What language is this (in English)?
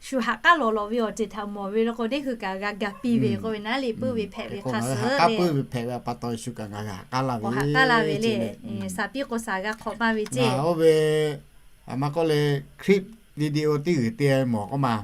Lahu